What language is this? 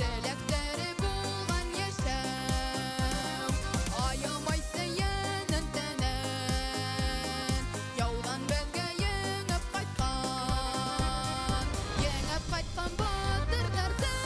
Bashkir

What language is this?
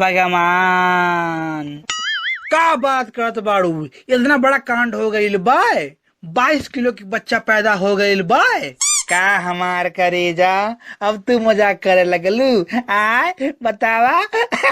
Bhojpuri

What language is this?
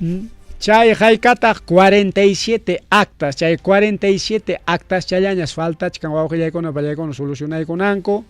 Ayacucho Quechua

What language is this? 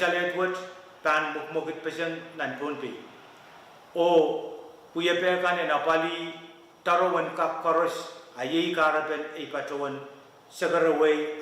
Pohnpeian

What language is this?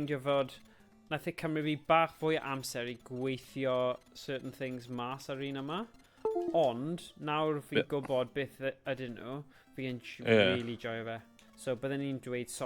Welsh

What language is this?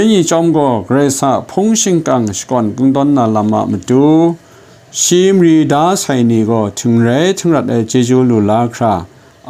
Kachin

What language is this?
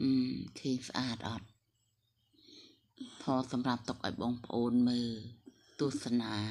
Khmer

